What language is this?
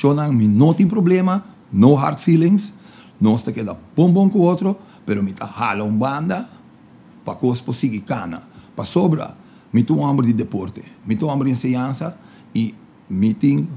Papiamento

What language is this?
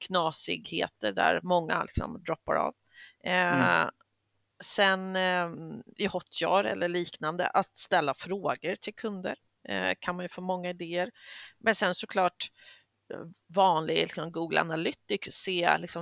Swedish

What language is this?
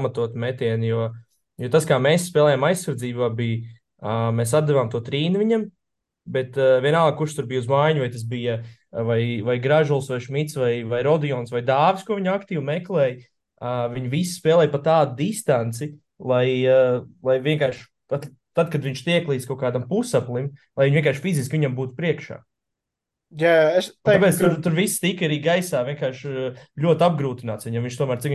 Latvian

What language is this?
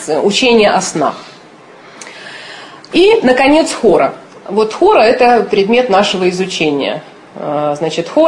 Russian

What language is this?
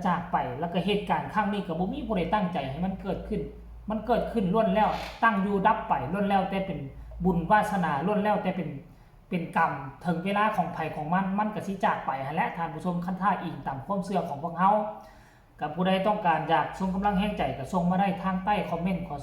Lao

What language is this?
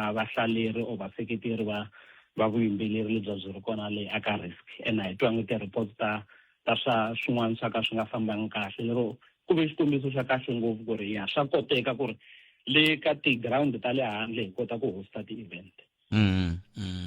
Tsonga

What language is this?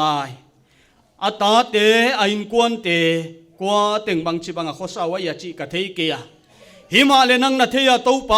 Paite Chin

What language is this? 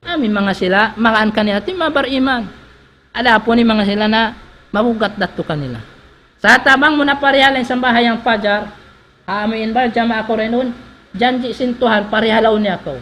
Tausug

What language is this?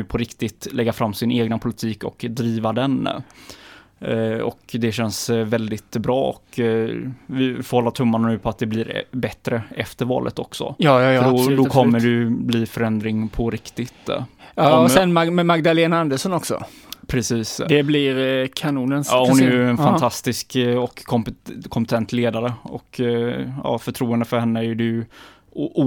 Swedish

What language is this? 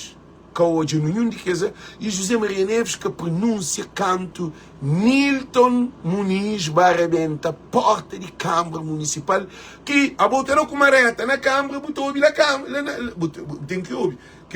Kabuverdianu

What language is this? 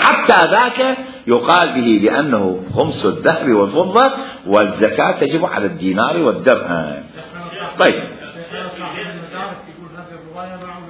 Mesopotamian Arabic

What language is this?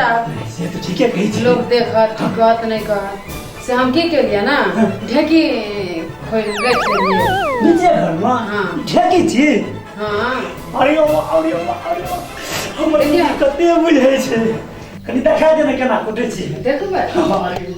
Maithili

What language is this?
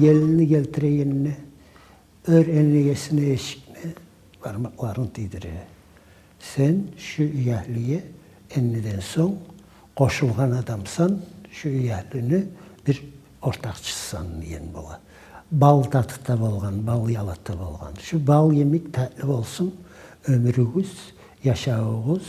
Kumyk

